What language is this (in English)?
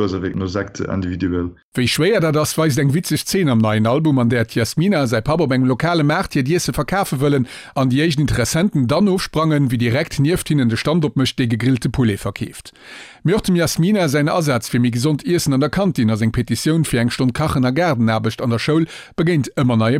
Luxembourgish